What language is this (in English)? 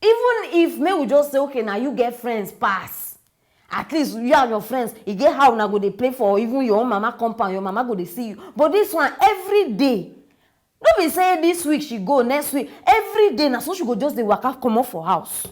Nigerian Pidgin